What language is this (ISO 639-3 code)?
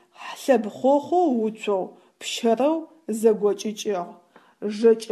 ady